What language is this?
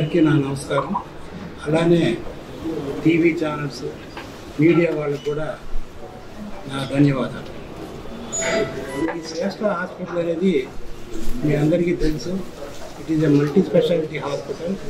Telugu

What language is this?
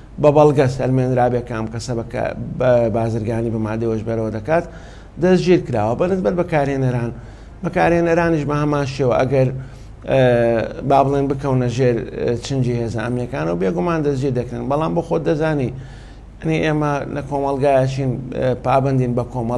Central Kurdish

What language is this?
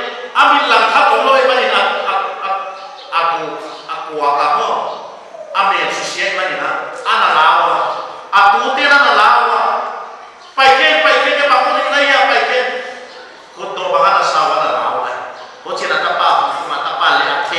Paite Chin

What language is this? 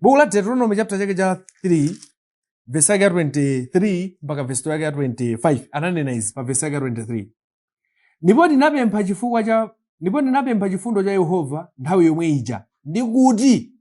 Nyanja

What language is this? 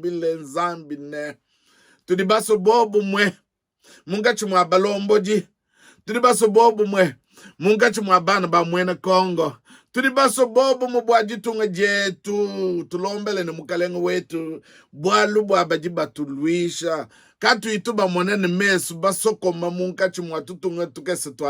Luba-Lulua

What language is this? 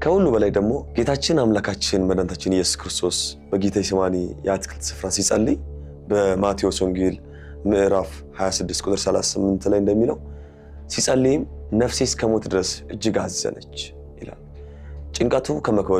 Amharic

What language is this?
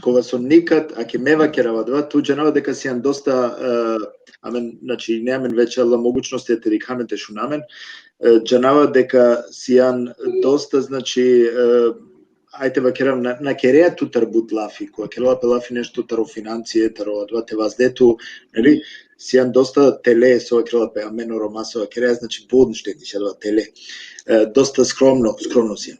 Balkan Romani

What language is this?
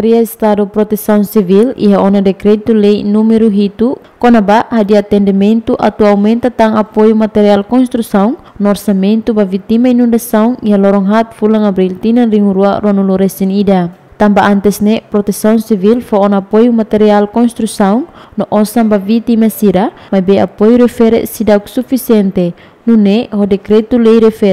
Tetum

